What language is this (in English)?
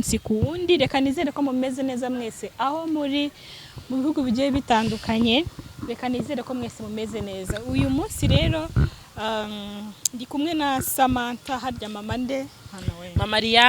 Kinyarwanda